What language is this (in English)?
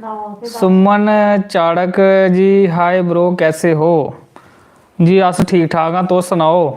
Dogri